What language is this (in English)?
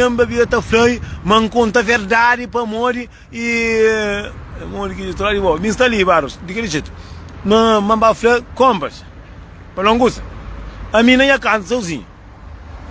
Kabuverdianu